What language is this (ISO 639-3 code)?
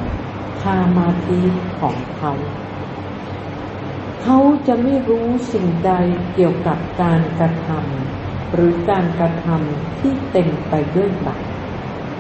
tha